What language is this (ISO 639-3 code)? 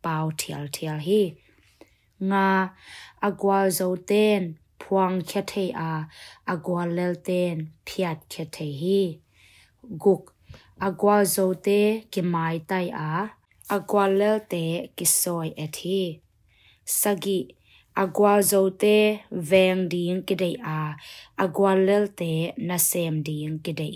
ctd